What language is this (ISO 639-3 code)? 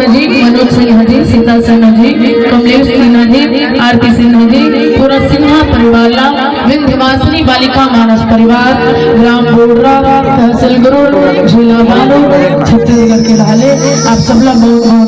hne